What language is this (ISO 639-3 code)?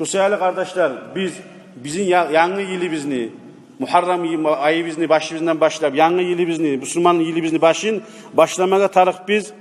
kum